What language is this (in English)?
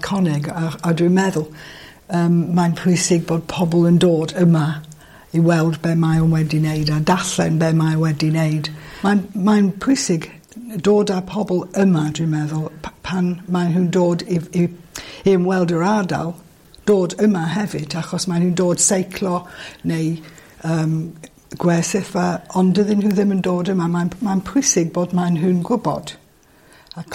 Welsh